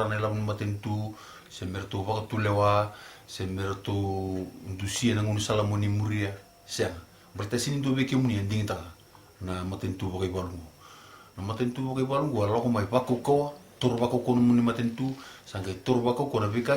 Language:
Fijian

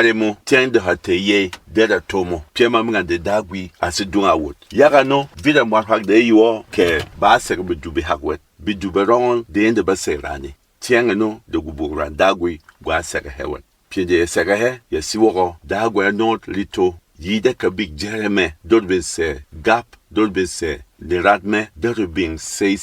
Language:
Berom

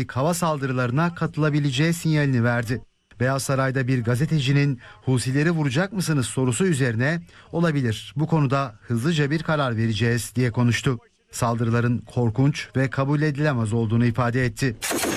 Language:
Turkish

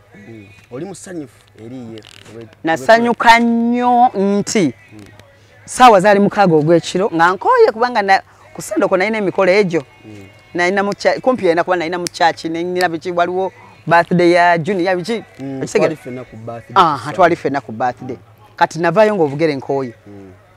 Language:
Ganda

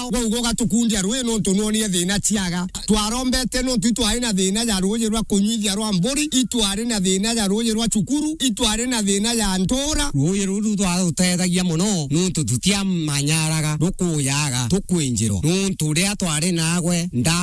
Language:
Meru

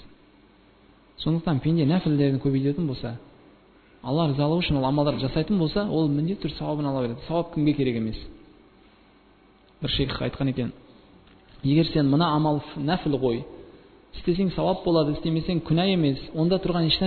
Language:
Kazakh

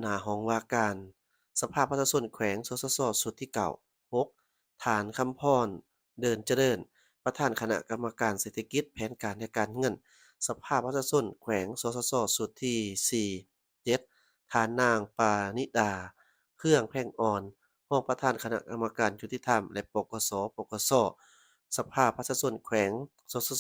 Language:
Lao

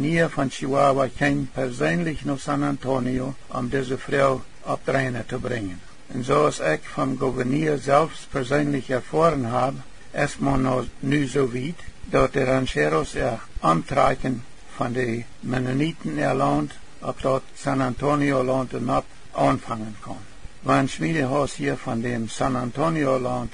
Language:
Plautdietsch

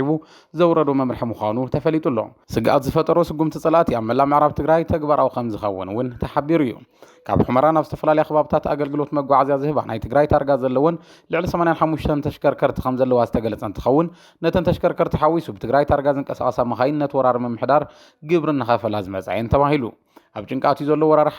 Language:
Tigrinya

